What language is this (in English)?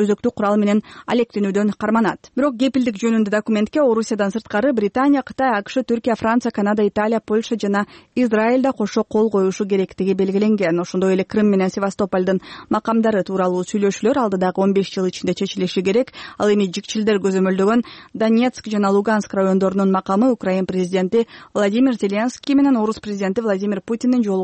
Kyrgyz